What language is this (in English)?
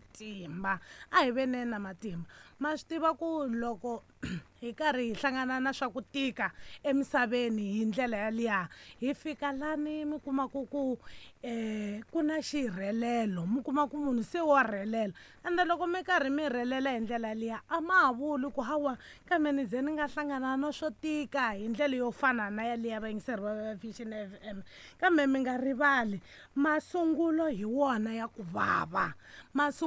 Tsonga